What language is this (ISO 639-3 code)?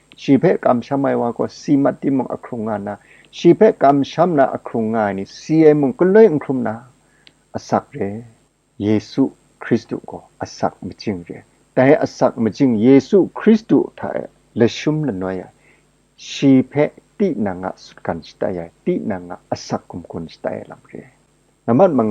kac